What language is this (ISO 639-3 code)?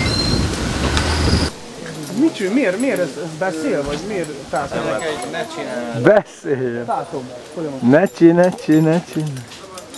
hun